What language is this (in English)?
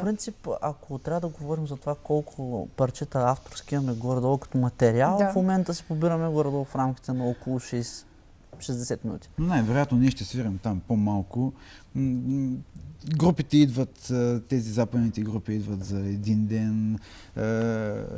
Bulgarian